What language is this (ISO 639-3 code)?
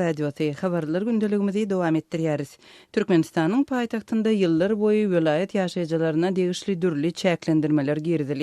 tuk